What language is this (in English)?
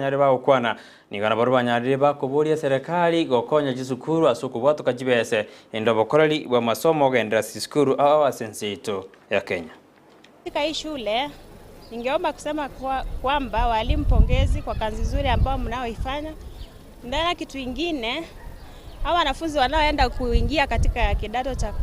Gusii